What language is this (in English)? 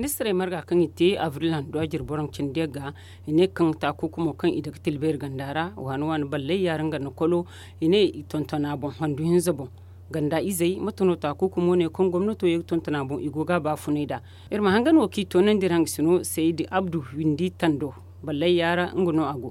Zarma